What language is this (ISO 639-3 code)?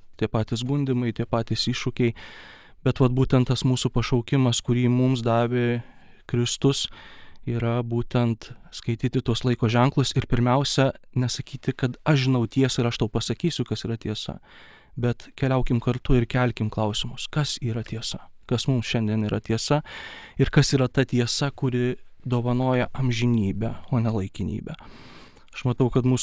lit